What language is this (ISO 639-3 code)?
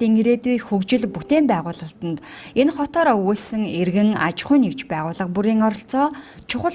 mon